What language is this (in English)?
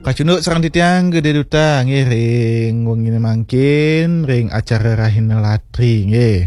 Balinese